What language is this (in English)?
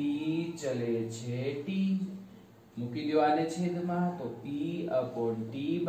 Gujarati